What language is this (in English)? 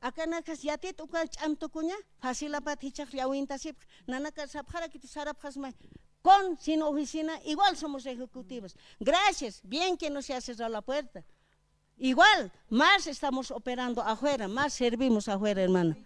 Aymara